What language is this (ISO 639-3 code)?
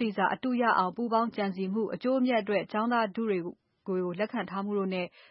mya